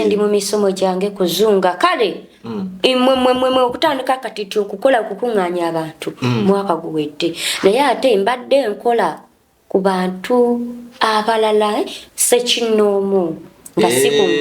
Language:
Ganda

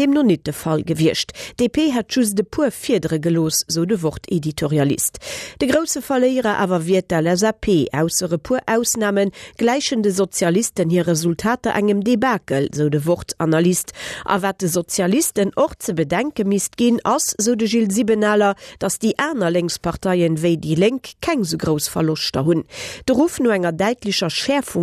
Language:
Luxembourgish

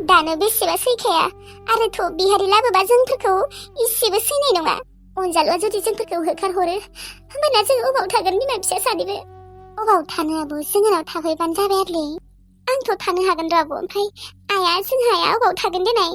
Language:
Bodo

